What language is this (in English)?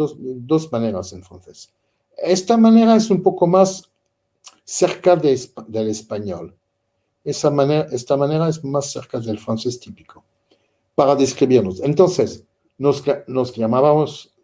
Ladino